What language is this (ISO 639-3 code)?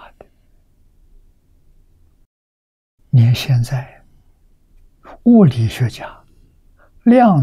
zho